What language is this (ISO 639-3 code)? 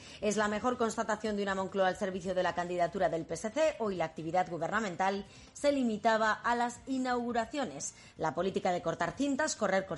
spa